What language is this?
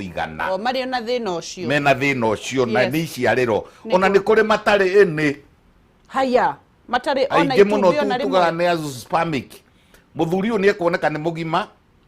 Kikuyu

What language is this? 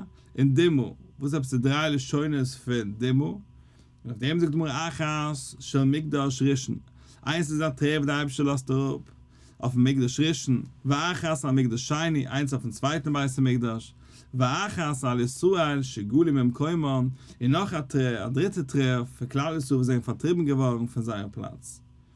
Yiddish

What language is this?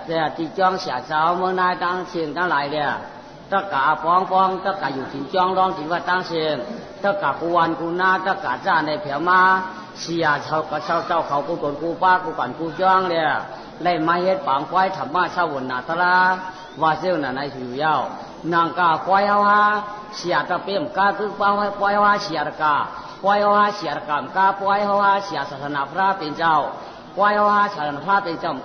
Shan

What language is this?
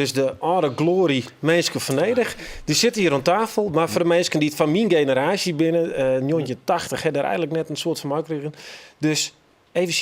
Western Frisian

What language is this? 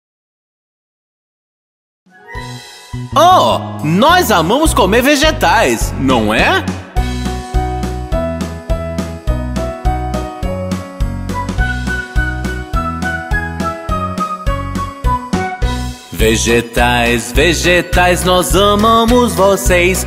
Portuguese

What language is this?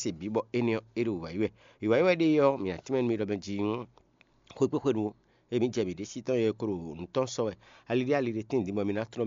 Fon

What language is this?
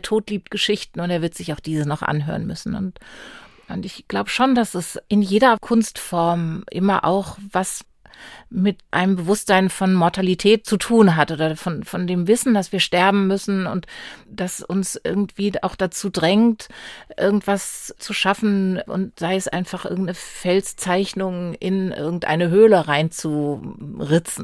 German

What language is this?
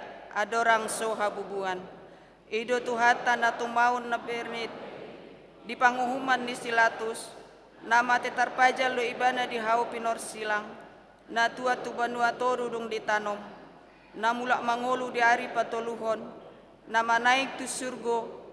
Batak Toba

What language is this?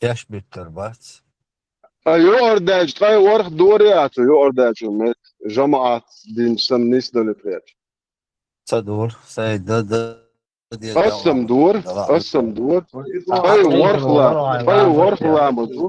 Chechen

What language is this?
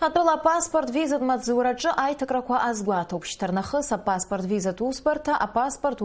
Abkhazian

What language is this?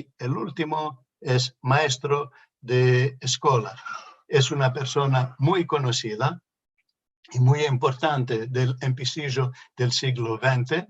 Ladino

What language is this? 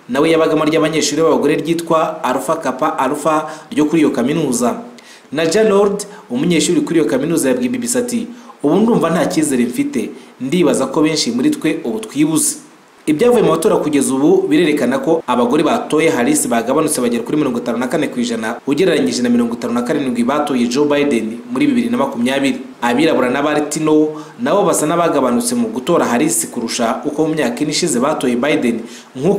Kinyarwanda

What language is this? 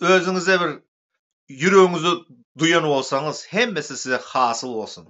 Turkmen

